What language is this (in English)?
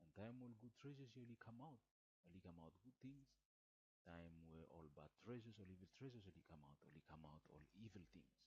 Bislama